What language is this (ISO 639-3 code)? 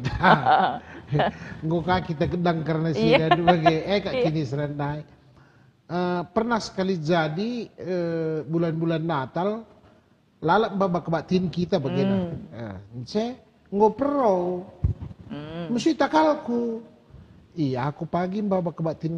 btx